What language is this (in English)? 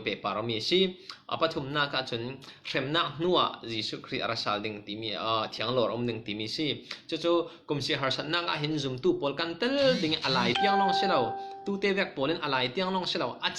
Falam Chin